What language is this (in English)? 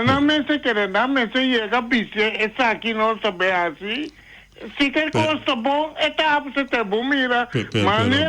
Papiamento